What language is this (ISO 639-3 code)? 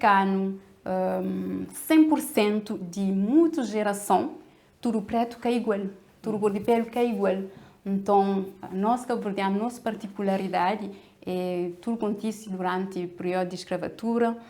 kea